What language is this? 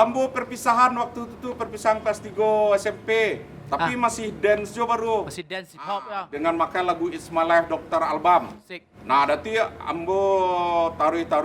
Minangkabau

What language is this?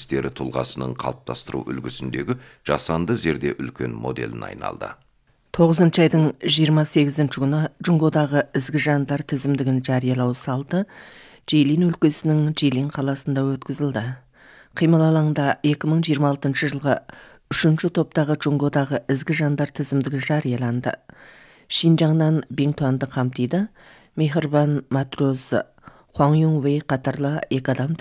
Kazakh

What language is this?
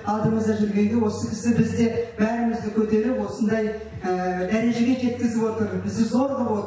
Kazakh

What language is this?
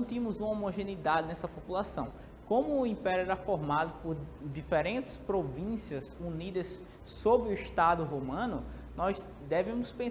Portuguese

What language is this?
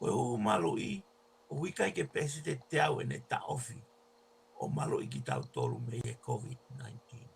Tongan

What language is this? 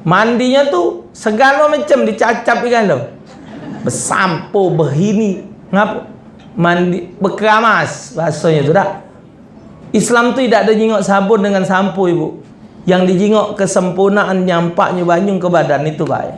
Musi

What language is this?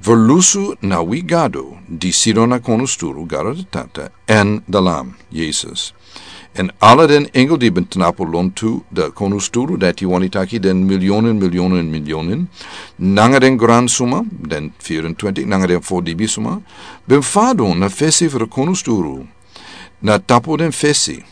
Sranan Tongo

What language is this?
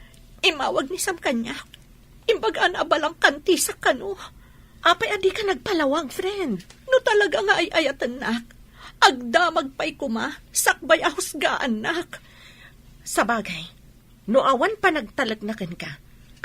Iloko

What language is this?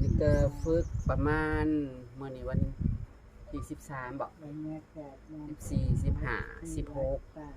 Northeastern Thai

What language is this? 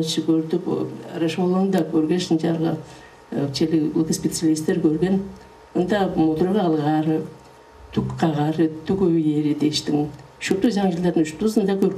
Tuvinian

